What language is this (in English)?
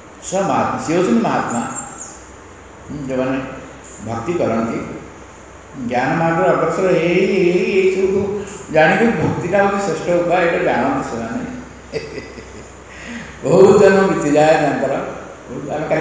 Odia